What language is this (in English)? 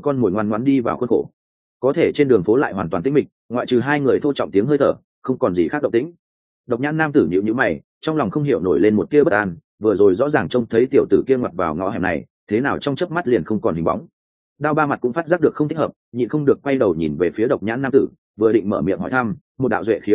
Vietnamese